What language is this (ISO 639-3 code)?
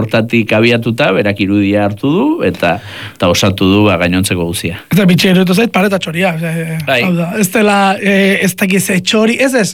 eus